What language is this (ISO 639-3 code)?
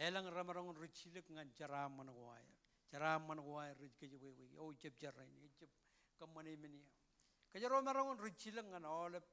mah